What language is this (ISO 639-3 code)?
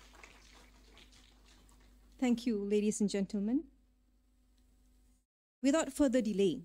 eng